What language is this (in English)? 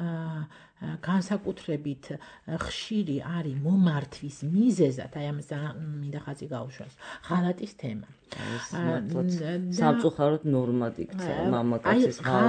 Georgian